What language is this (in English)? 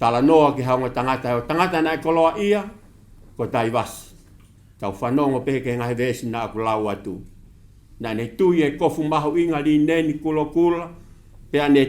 Tongan